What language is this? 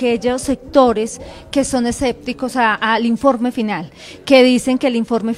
Spanish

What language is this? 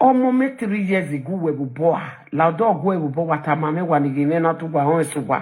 Nigerian Pidgin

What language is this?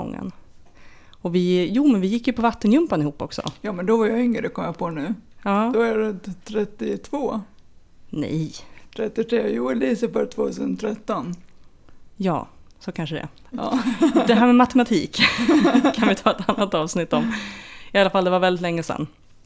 Swedish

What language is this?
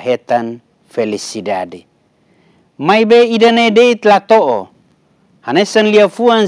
Tetum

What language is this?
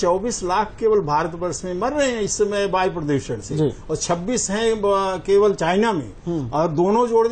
Hindi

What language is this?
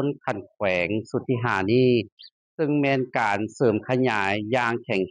Lao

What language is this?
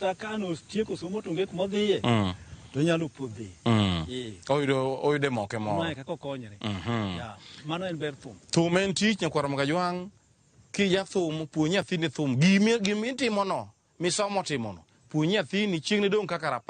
Luo (Kenya and Tanzania)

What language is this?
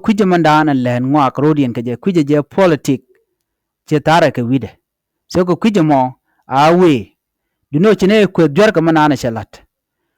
Nuer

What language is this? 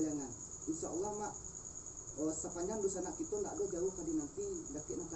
Minangkabau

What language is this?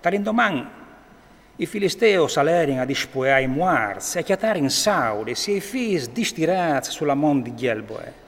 Friulian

